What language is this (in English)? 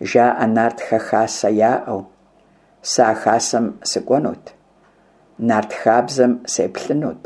Kabardian